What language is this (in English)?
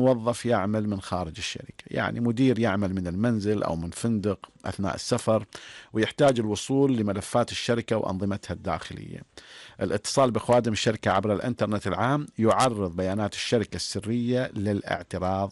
Arabic